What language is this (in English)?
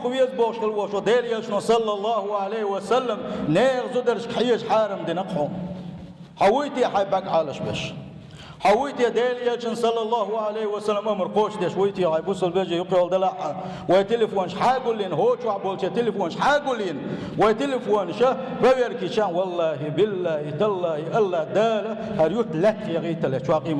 Chechen